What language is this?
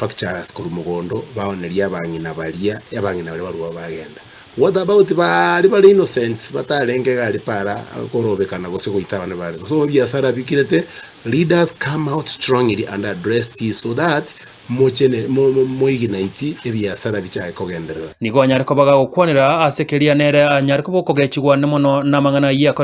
Gusii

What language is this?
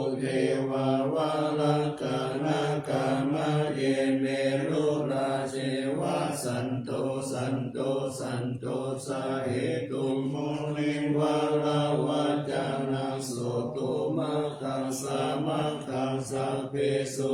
Pali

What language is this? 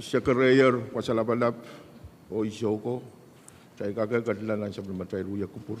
Pohnpeian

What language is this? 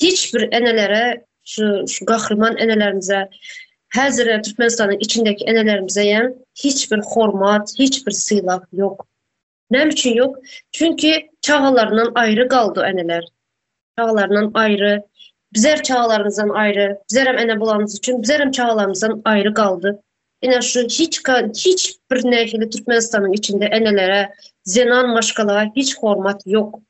Turkmen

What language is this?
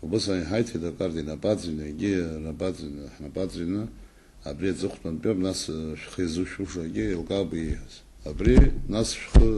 Abkhazian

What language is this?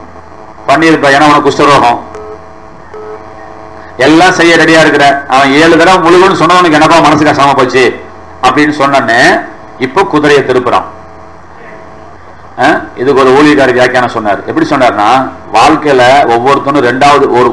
Tamil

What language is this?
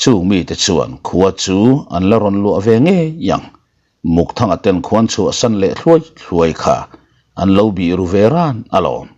Mizo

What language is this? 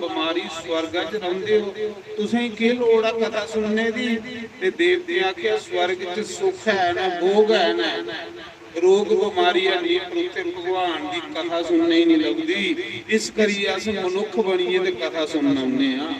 Dogri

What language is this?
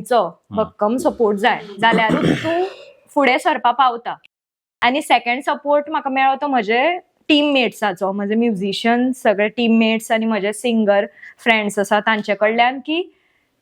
Konkani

